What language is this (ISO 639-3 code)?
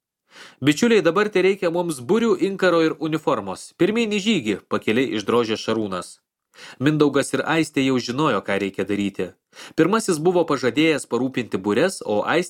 lit